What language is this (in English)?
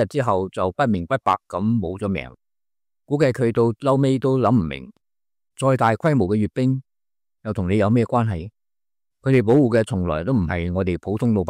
Cantonese